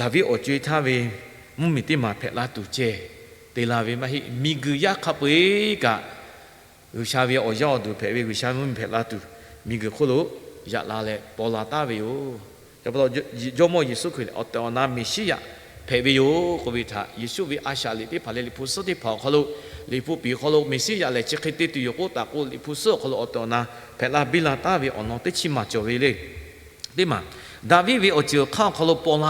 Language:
Lahu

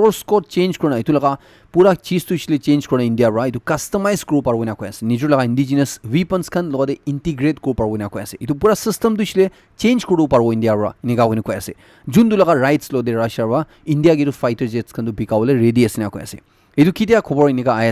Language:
Naga Pidgin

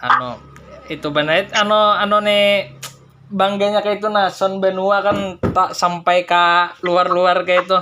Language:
Banjar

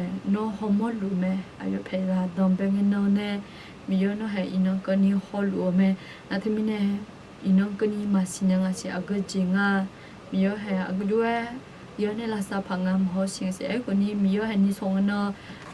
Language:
Akha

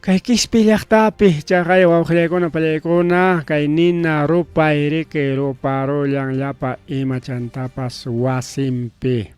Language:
Ayacucho Quechua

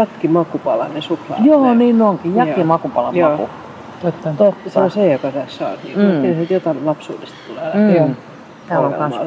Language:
Finnish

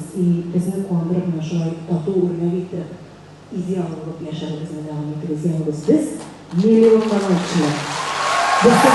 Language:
Tatar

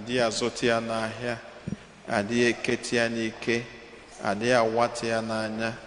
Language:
Igbo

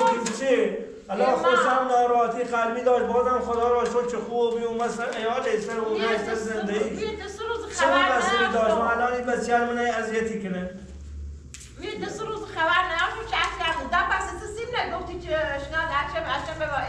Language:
Persian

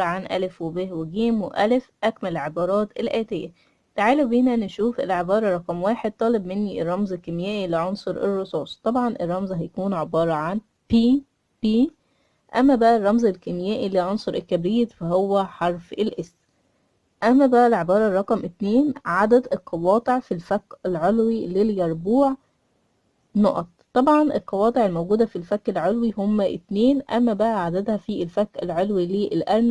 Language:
Egyptian Arabic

